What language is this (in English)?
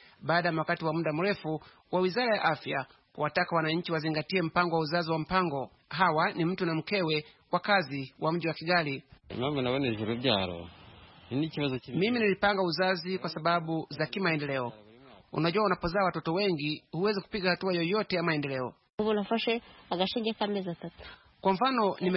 Swahili